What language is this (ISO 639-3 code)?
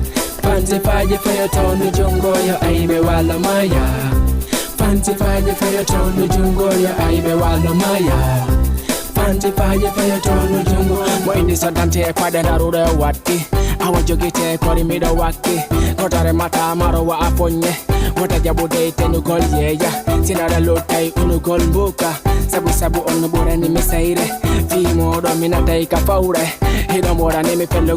ful